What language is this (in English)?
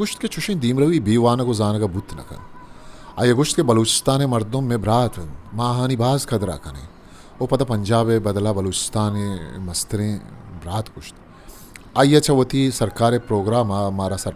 Eastern Balochi